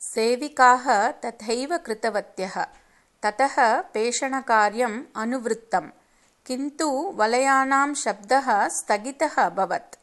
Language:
Sanskrit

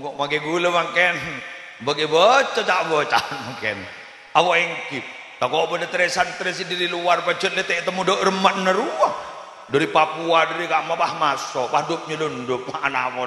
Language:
Madurese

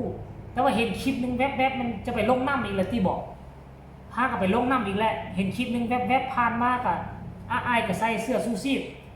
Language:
Northeastern Thai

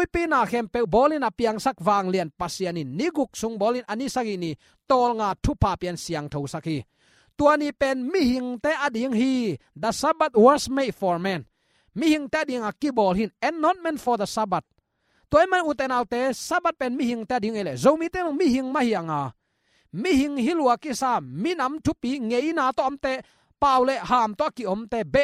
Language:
Tedim Chin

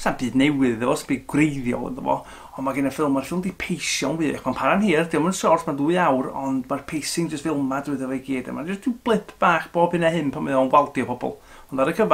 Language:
Welsh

